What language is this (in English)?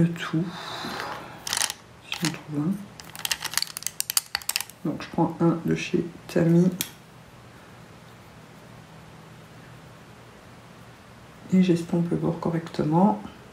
French